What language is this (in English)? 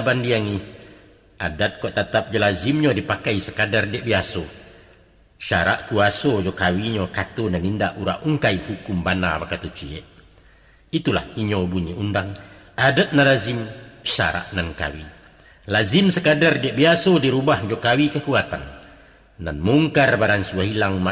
Minangkabau